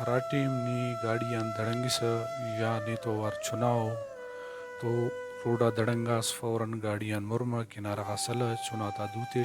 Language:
Brahui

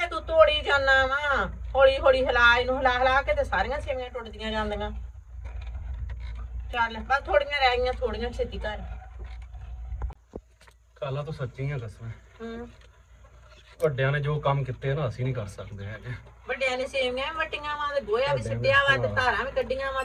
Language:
Punjabi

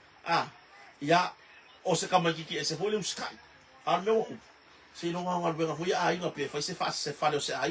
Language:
Samoan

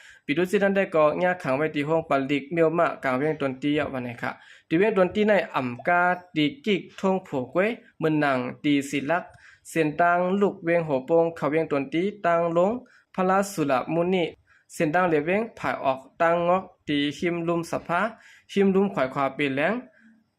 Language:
Shan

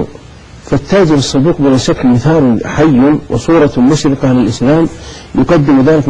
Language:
Arabic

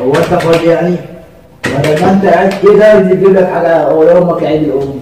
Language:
Egyptian Arabic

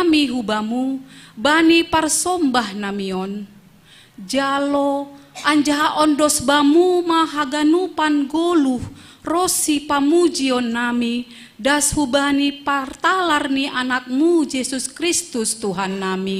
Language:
Batak Simalungun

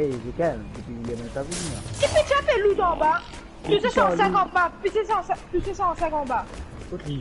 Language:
Morisyen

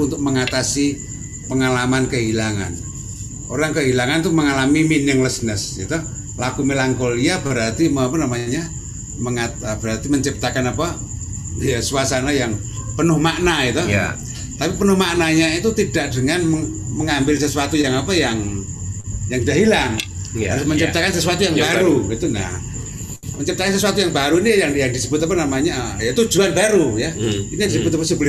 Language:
Indonesian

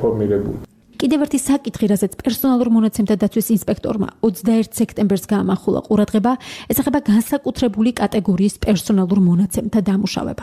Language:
Georgian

